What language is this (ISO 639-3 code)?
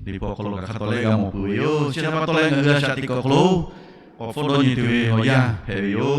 lhu